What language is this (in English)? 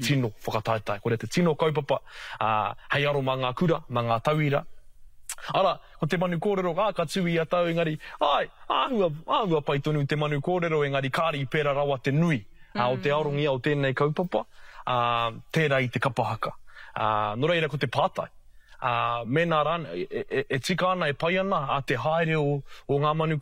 Māori